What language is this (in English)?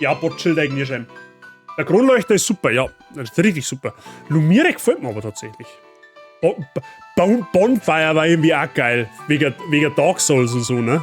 Bavarian